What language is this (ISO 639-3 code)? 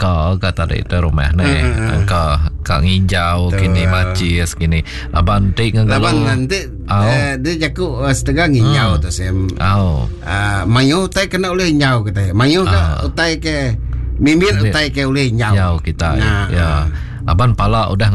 iba